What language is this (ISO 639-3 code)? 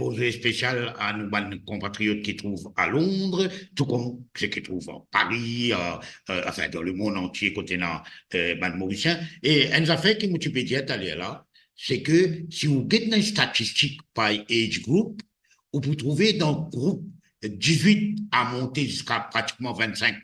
mfe